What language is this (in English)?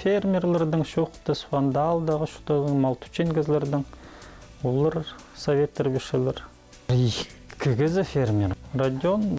Khakas